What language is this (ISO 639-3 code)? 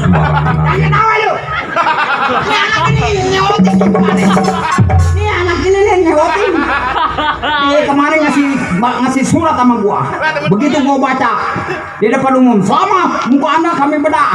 bew